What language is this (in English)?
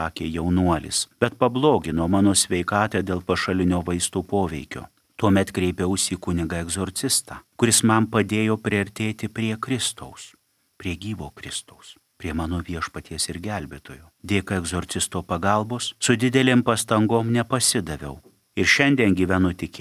Lithuanian